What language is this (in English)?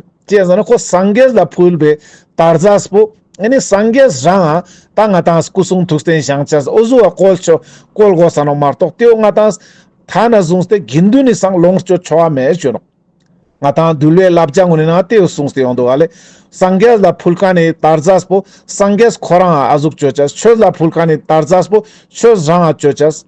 Ladakhi